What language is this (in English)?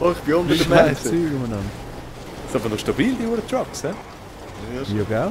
Swiss German